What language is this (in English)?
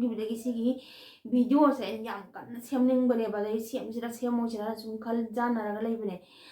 Manipuri